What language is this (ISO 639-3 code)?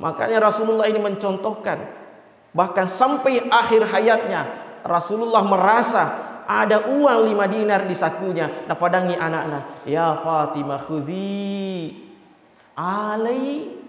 bug